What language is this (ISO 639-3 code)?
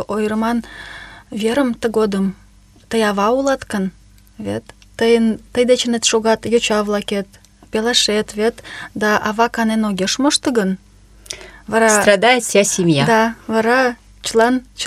chm